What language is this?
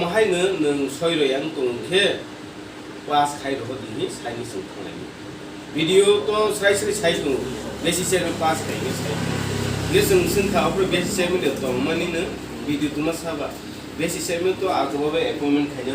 Kok Borok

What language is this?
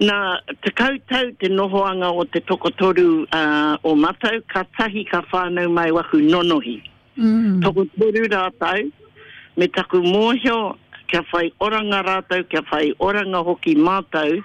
Māori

